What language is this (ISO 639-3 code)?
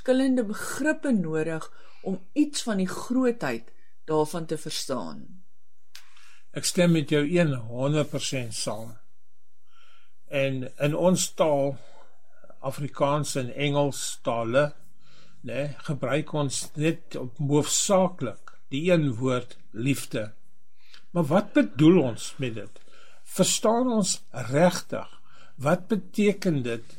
afr